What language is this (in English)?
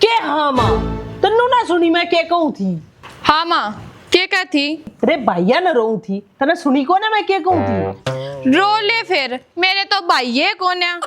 Haryanvi